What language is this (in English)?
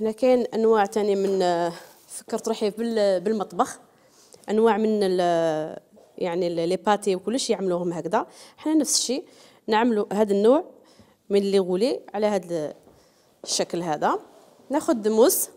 Algerian Arabic